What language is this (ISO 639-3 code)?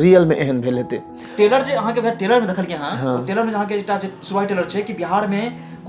mai